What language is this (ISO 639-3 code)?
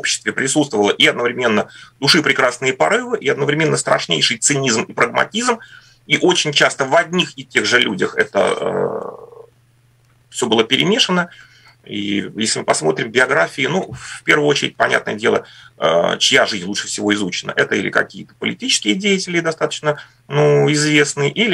rus